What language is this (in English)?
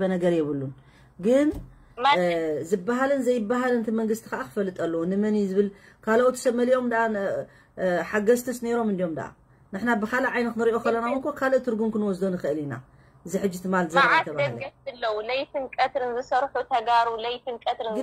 Tigrinya